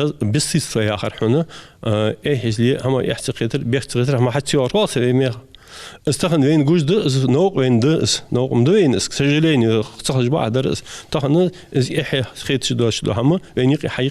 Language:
Ingush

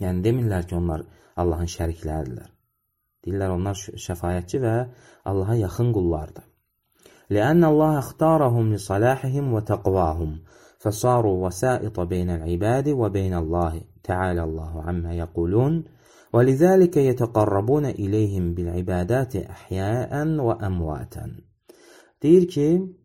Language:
Azerbaijani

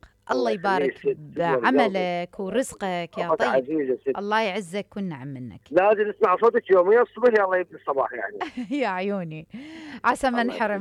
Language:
Mesopotamian Arabic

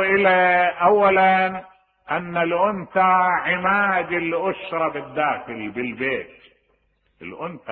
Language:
Mesopotamian Arabic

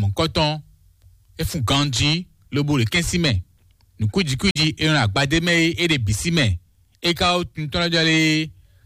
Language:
Fon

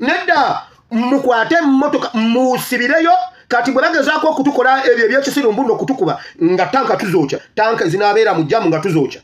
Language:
Ganda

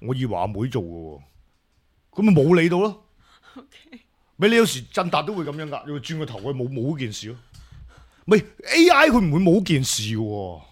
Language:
Cantonese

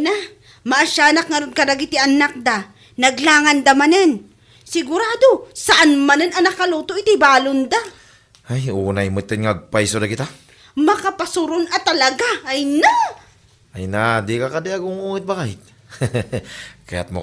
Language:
Iloko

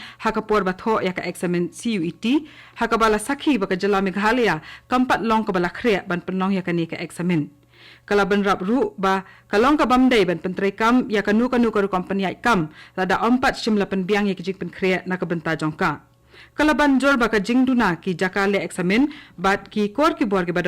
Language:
Khasi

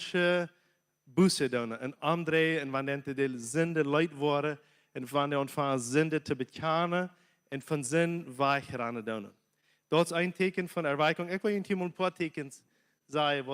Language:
Plautdietsch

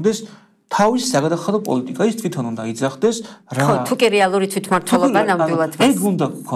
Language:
Georgian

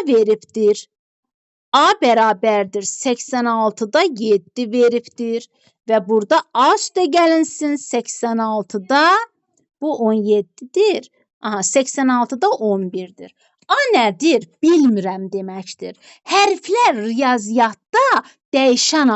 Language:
Azerbaijani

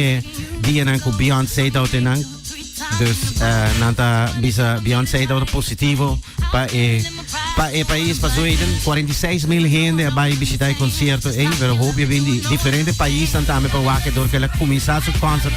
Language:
Papiamento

